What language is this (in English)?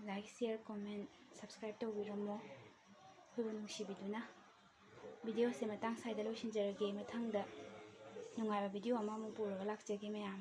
Manipuri